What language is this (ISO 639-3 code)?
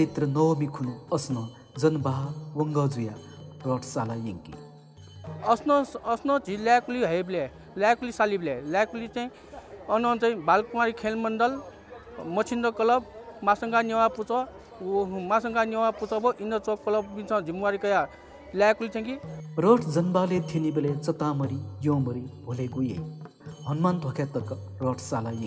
new